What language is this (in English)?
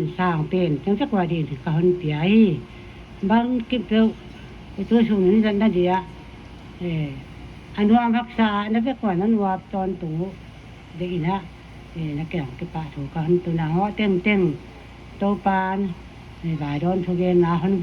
Paite Chin